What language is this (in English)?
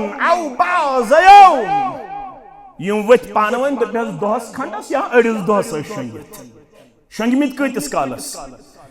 Kashmiri